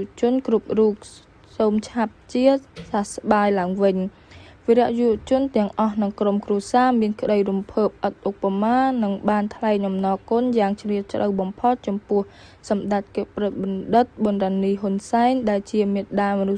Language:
Khmer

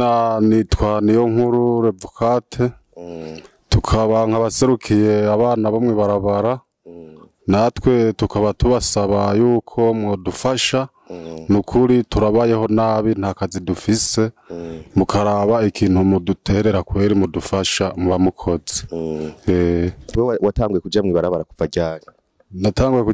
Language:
Rundi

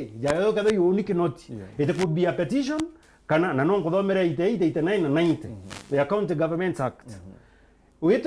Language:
Meru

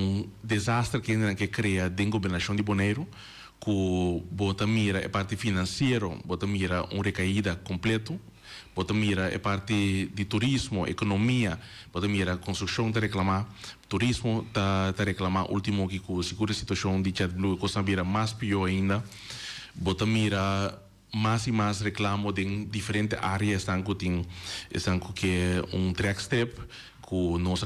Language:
Papiamento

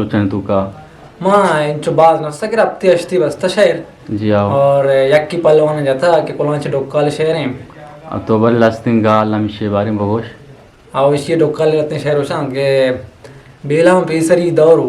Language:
Eastern Balochi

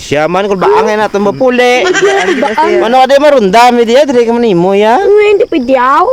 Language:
Hiligaynon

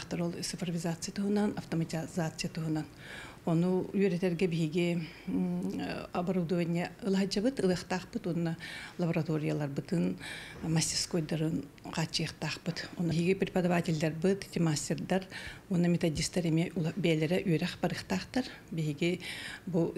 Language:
Yakut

